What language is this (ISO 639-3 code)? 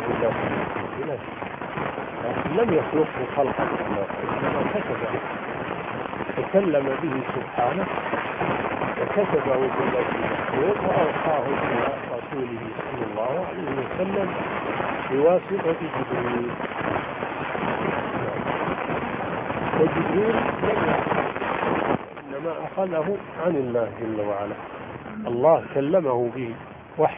ara